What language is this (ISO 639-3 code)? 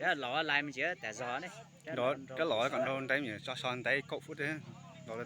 hmn